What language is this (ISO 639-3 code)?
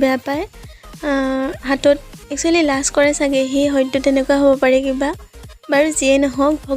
asm